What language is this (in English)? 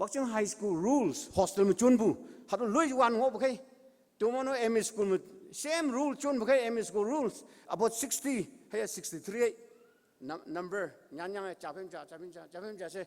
Konyak Naga